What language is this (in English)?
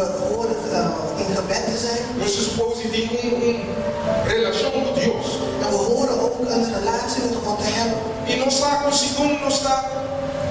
Papiamento